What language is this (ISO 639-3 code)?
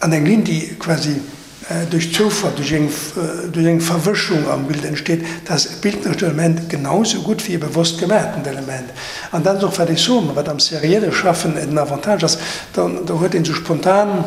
ltz